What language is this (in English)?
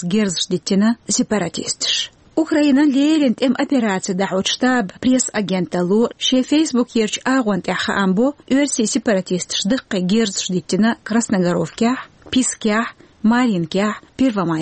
Chechen